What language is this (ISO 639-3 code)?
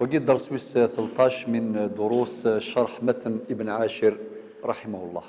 arq